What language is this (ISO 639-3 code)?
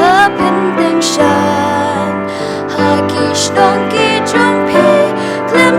kha